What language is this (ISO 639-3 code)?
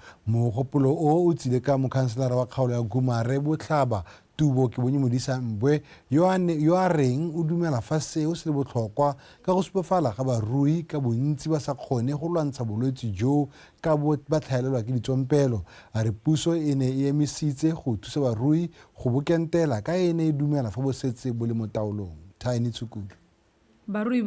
tsn